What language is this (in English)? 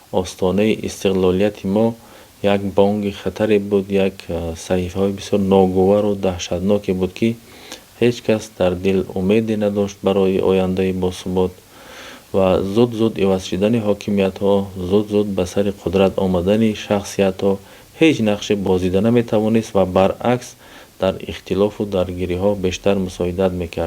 Tajik